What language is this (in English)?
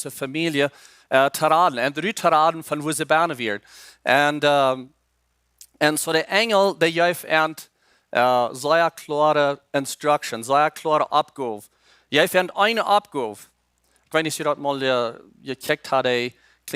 Plautdietsch